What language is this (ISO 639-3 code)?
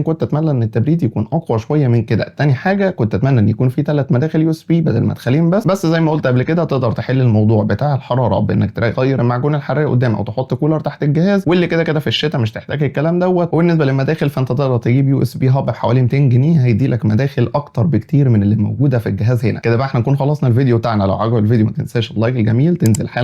arz